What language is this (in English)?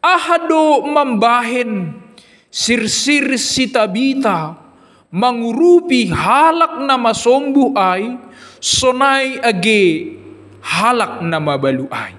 Batak Simalungun